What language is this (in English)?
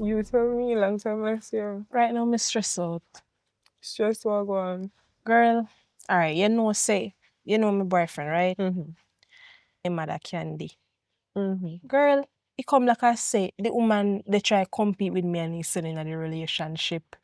Jamaican Creole English